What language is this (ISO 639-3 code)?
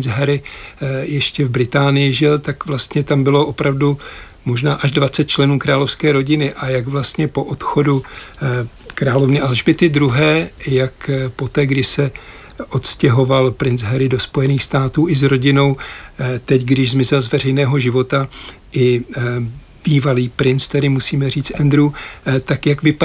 ces